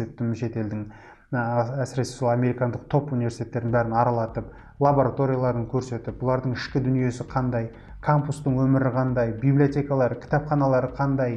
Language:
Kazakh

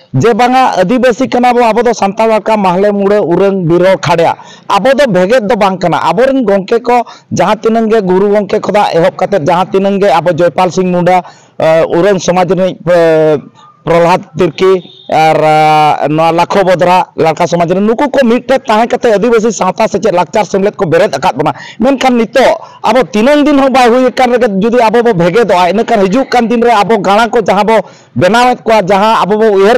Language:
Santali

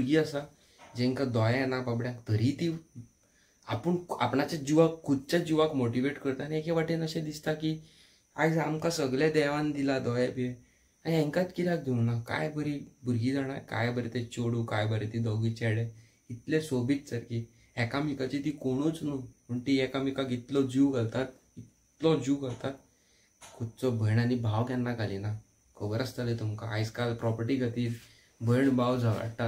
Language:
Konkani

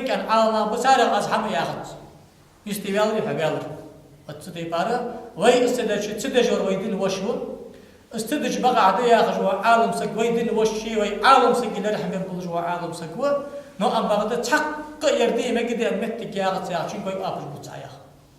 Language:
Ingush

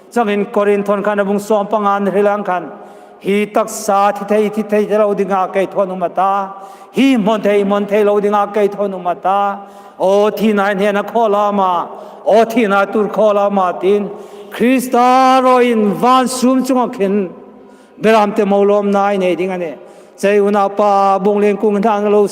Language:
Hmar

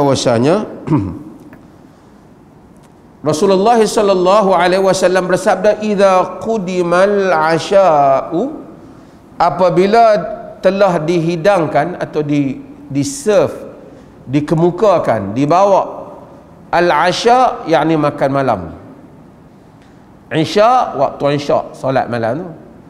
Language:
Malay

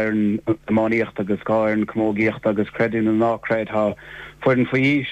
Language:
Irish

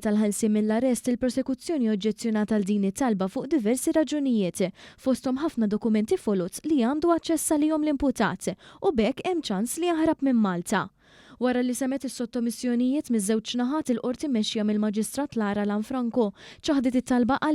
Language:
Maltese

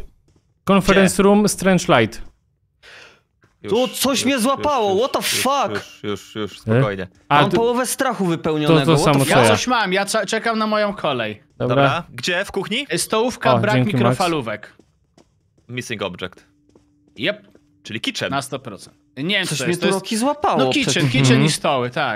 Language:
Polish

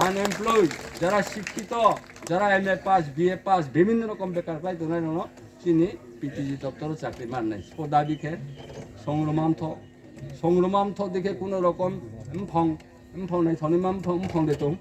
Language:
Riang (India)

